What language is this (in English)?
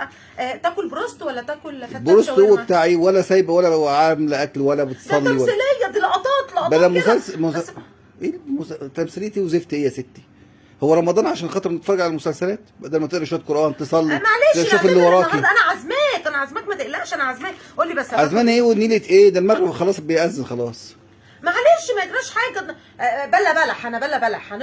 Egyptian Arabic